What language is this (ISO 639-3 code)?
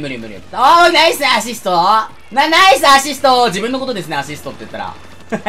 jpn